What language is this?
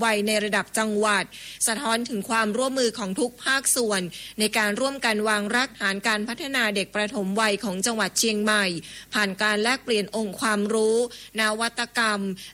Thai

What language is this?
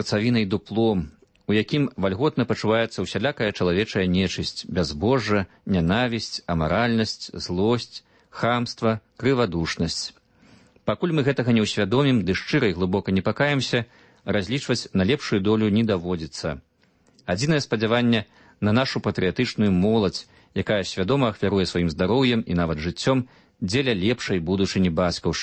Belarusian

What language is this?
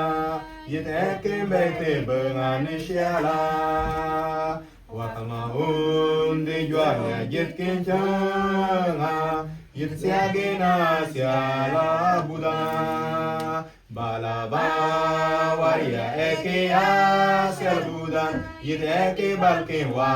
Mabaan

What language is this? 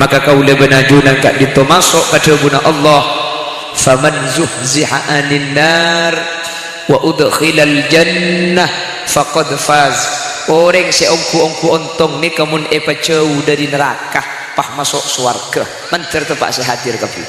Madurese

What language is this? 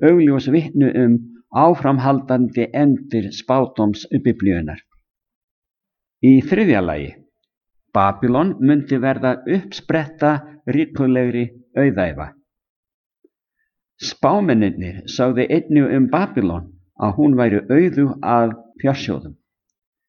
Icelandic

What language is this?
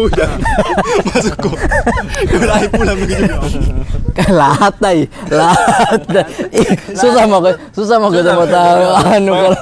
Makassar Malay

